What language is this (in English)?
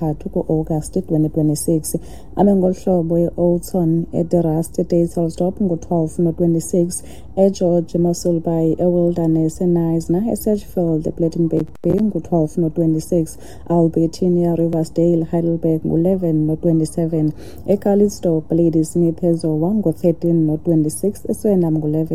Xhosa